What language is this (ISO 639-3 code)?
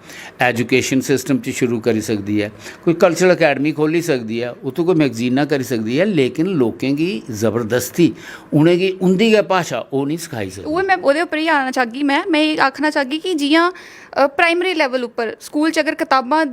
doi